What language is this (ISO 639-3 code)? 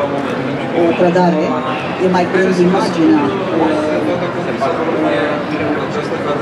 ron